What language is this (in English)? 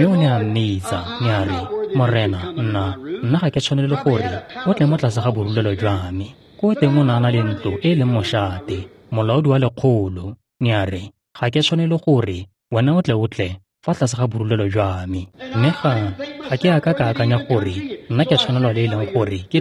Tswana